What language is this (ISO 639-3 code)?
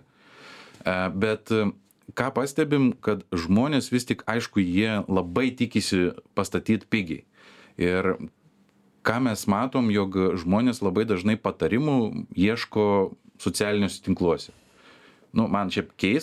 lit